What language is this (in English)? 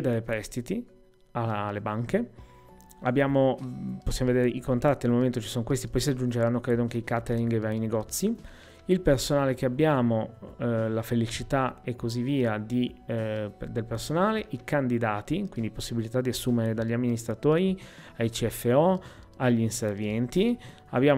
Italian